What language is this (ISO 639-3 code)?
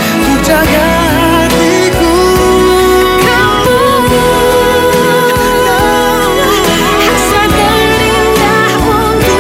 ind